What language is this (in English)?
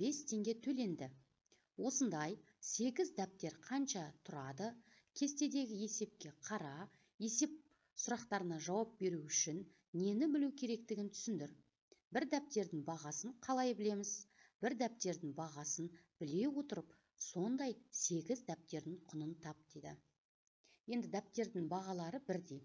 Kazakh